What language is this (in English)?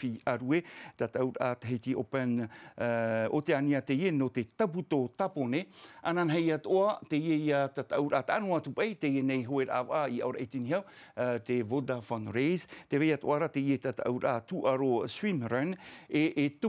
Tahitian